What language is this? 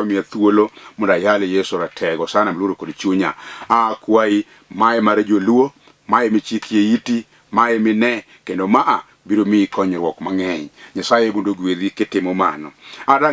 Luo (Kenya and Tanzania)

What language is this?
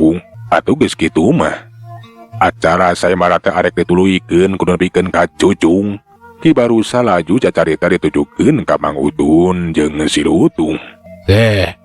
Sundanese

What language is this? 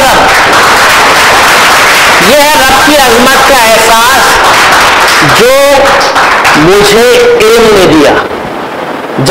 Urdu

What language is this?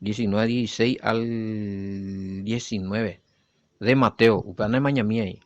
Guarani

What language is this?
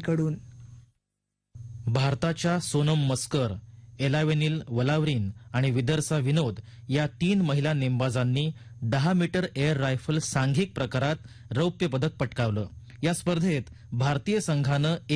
Marathi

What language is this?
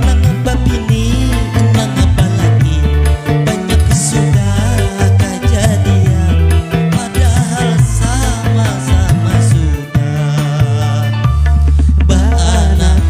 Banjar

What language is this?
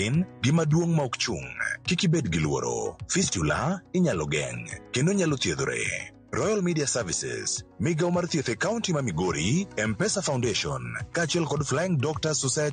Luo (Kenya and Tanzania)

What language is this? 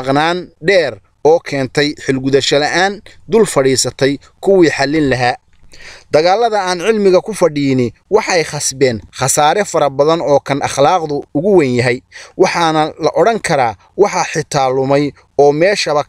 Somali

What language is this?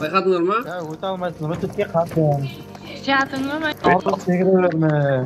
Kara-Kalpak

